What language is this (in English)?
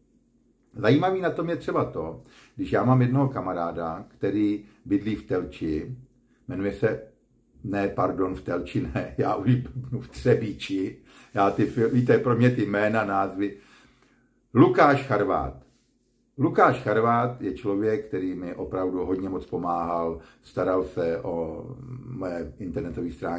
Czech